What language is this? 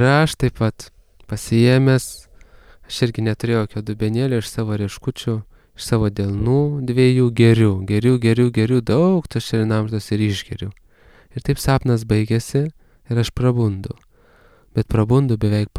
Lithuanian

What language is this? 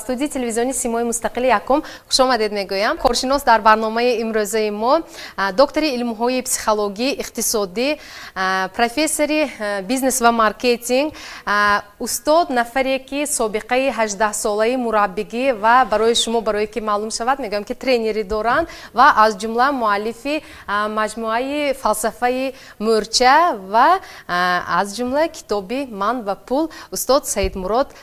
Tajik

